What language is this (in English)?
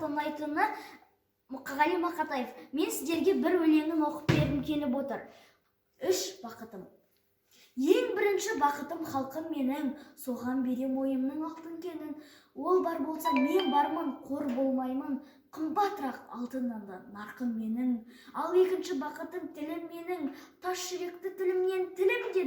Kazakh